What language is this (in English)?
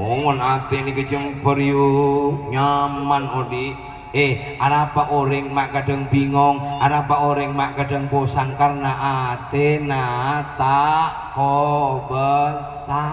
Madurese